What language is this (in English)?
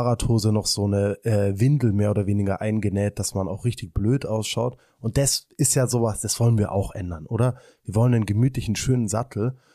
German